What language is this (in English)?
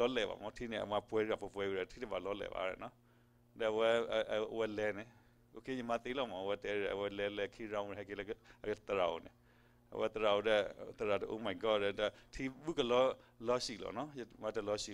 S'gaw Karen